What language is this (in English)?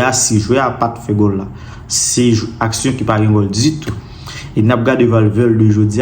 Haitian Creole